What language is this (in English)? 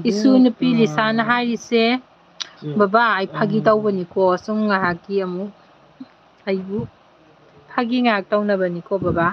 Manipuri